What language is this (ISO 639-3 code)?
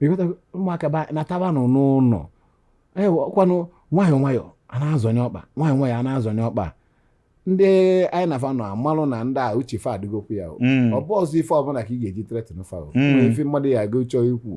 ibo